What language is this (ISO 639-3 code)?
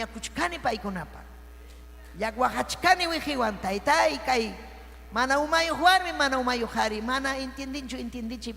quy